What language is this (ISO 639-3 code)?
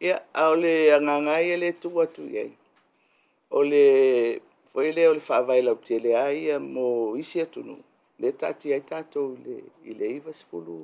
smo